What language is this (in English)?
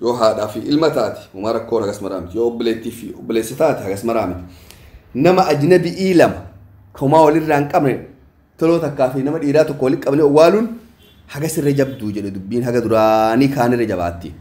Oromo